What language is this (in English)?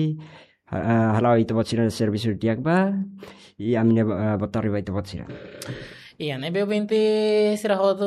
Tetum